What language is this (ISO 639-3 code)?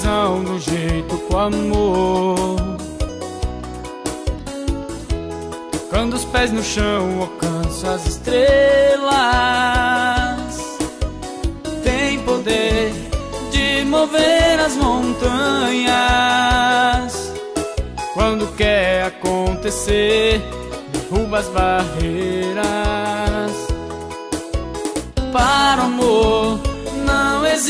por